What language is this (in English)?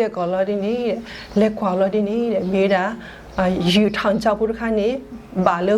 S'gaw Karen